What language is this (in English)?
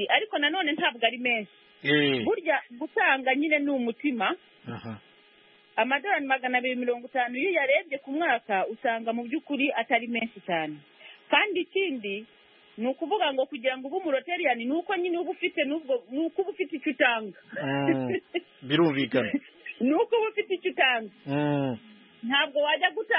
Kinyarwanda